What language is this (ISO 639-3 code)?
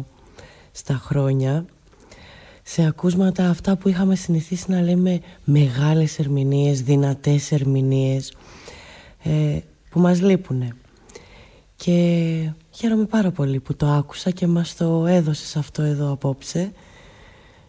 ell